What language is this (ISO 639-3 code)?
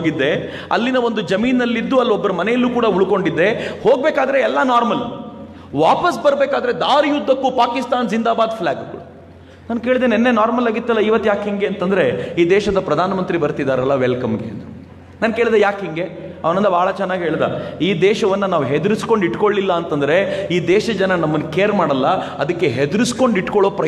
kan